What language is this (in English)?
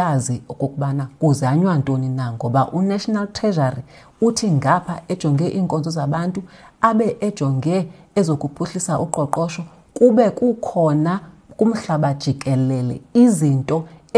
Xhosa